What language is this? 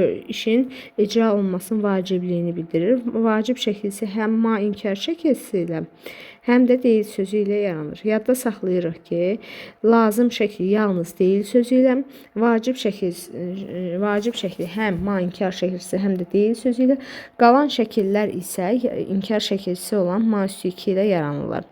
Azerbaijani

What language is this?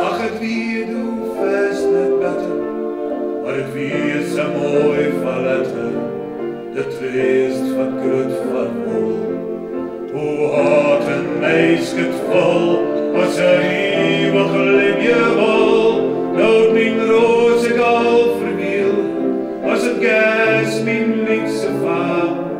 Western Frisian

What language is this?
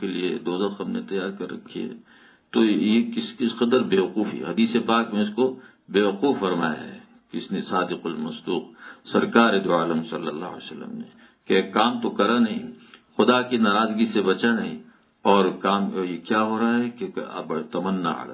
Urdu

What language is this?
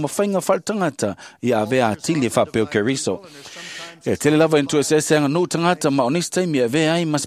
Samoan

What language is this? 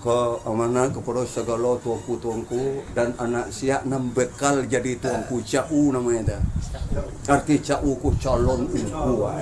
Minangkabau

